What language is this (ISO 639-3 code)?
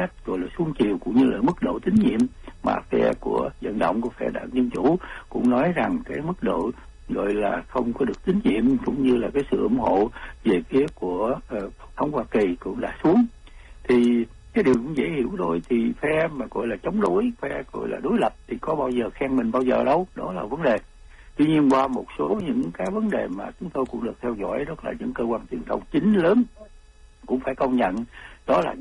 vie